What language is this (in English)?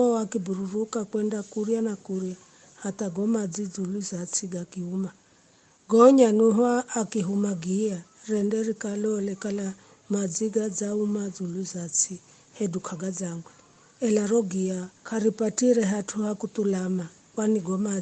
Giryama